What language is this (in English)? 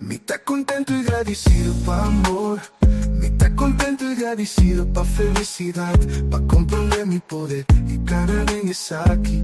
Papiamento